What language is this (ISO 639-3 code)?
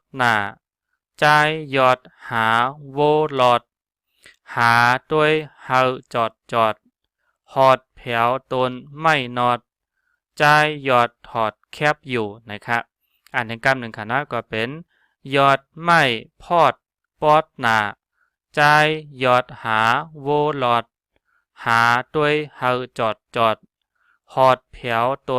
shn